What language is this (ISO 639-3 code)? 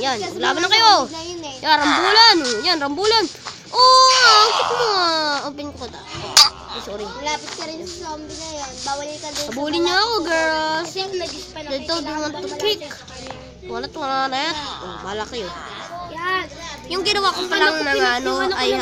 fil